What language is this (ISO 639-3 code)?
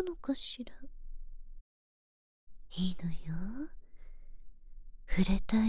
jpn